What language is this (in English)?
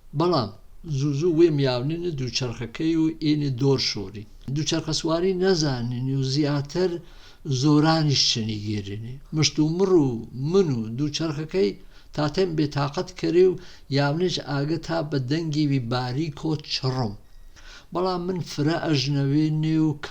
Gurani